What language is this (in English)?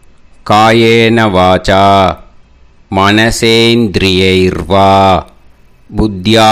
Tamil